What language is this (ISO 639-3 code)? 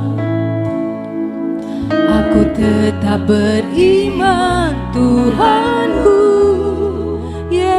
ind